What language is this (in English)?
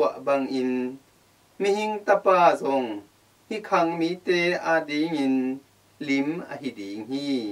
Tedim Chin